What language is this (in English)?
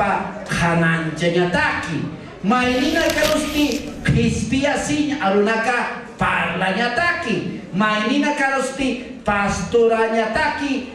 Aymara